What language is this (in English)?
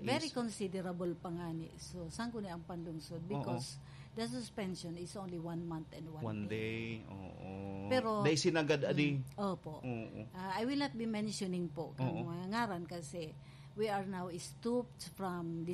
Bikol